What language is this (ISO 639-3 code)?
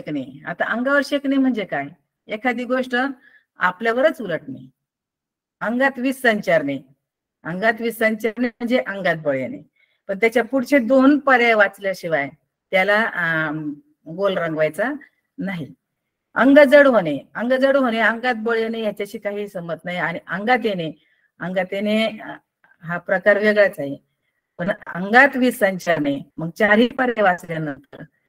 mar